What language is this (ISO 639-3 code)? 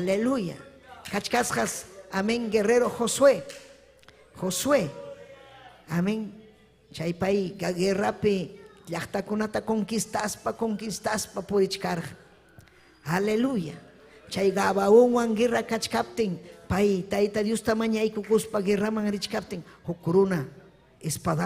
quy